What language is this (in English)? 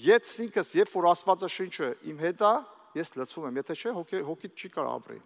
Armenian